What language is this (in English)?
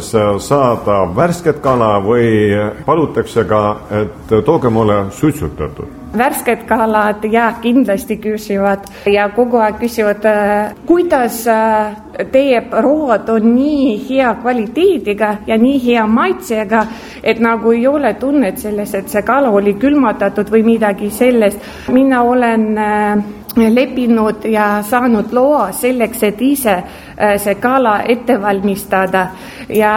Estonian